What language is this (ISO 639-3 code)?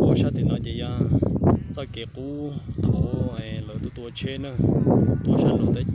hmn